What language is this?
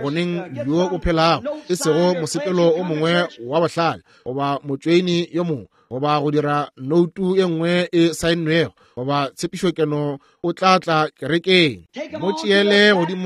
Northern Sotho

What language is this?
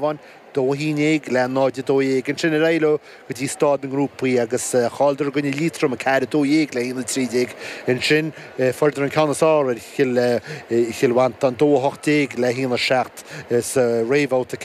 Irish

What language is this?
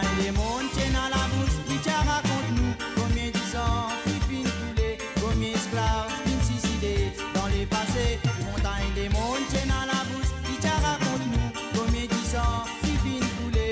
Morisyen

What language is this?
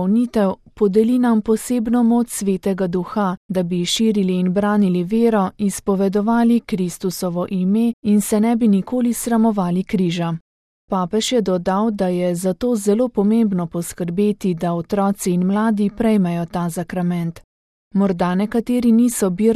Slovenian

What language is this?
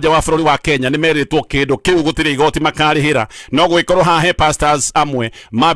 Kikuyu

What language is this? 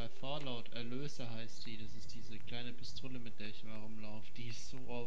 Swiss German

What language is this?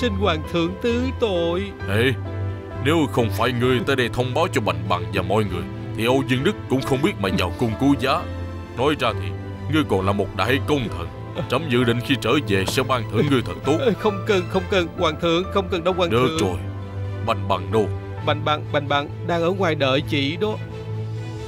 Vietnamese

